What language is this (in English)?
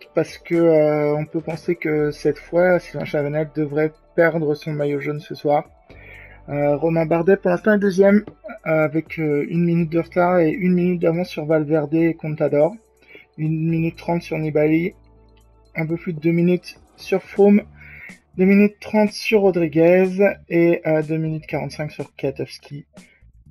French